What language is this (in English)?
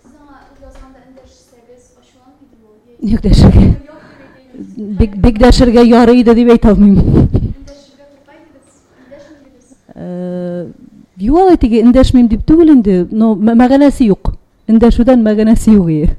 Tatar